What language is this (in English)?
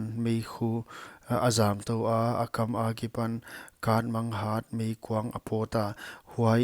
Paite Chin